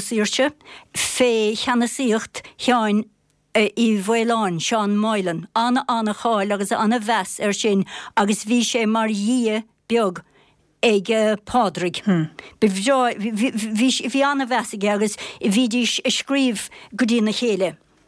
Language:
Irish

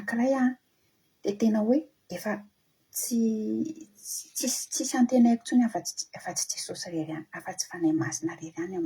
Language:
Malagasy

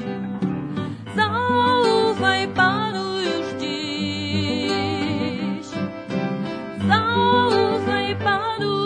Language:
Polish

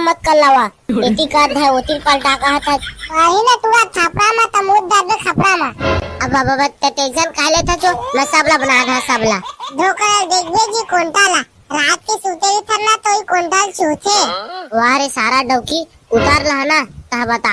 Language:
Chhattisgarhi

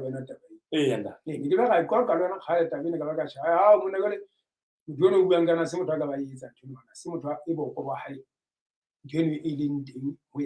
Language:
Southern Sotho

